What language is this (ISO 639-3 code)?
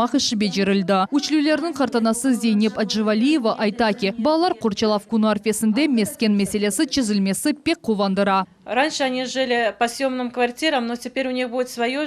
crh